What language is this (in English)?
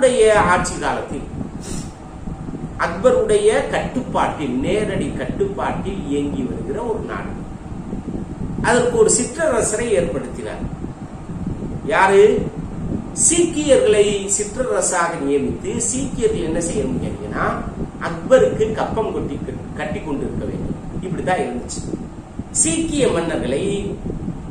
Tamil